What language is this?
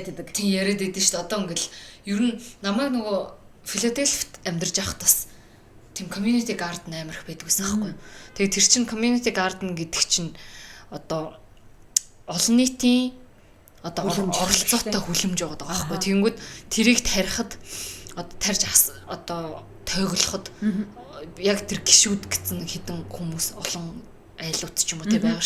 Mongolian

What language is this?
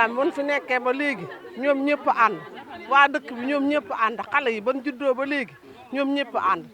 Wolof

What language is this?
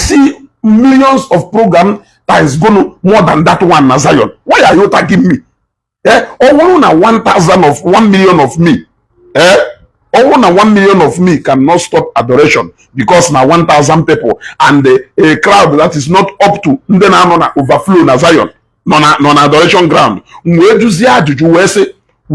Igbo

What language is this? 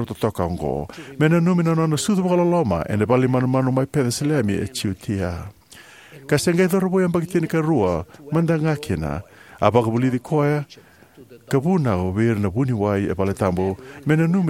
Fijian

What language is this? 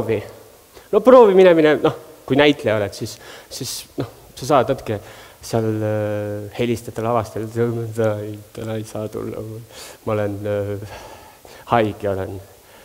Estonian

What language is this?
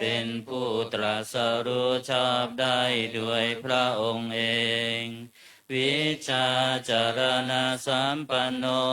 Pali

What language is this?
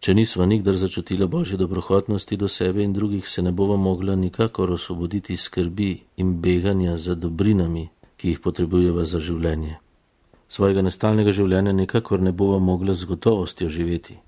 Slovenian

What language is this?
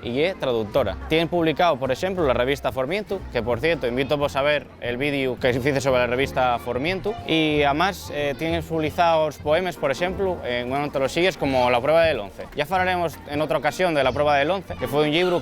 Asturian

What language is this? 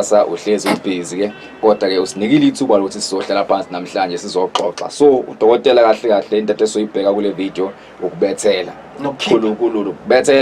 Zulu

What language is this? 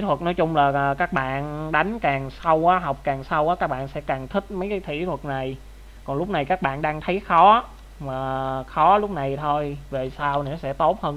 Vietnamese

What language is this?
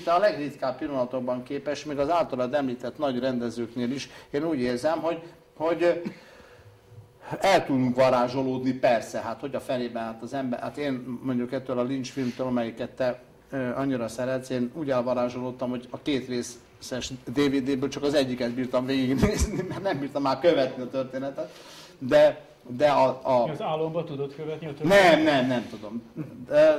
Hungarian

